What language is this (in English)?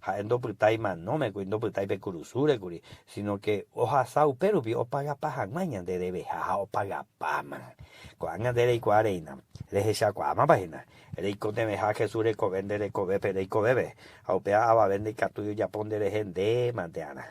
Guarani